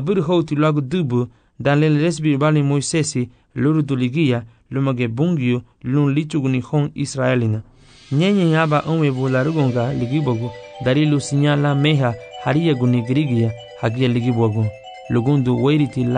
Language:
Garifuna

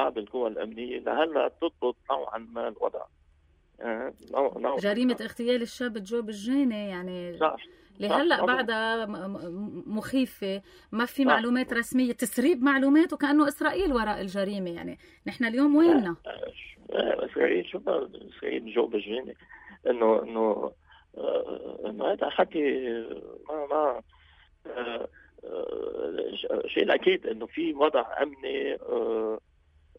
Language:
North Levantine Arabic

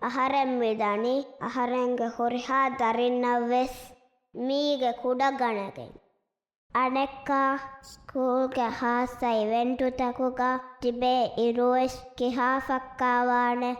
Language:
Divehi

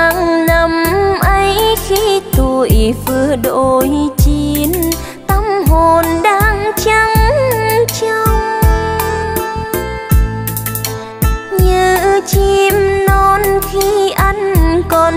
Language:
Vietnamese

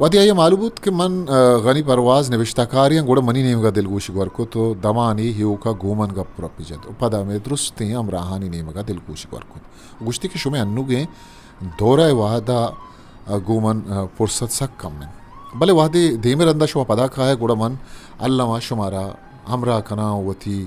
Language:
Eastern Balochi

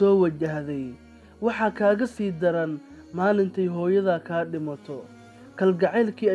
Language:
Somali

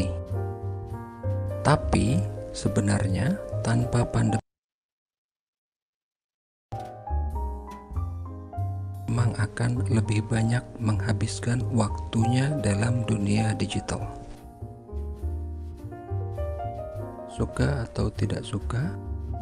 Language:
Indonesian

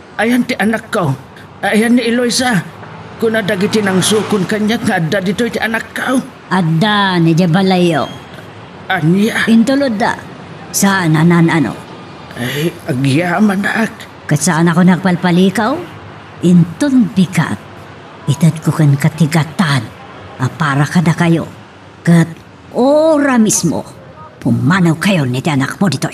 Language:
Iloko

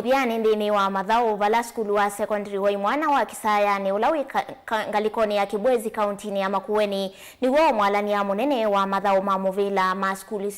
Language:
Kamba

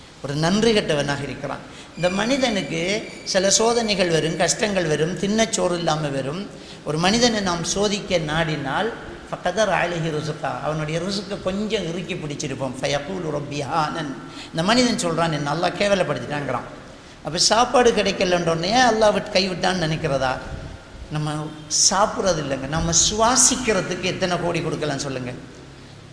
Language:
Tamil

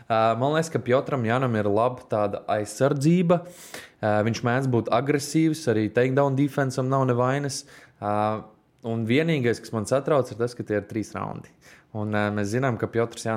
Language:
Latvian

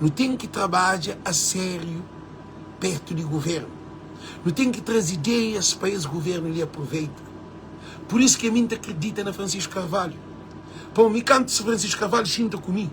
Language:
Kabuverdianu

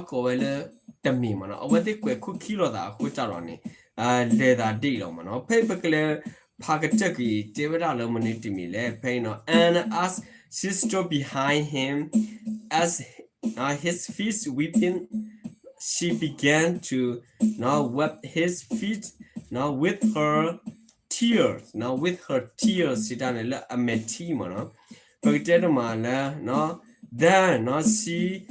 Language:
S'gaw Karen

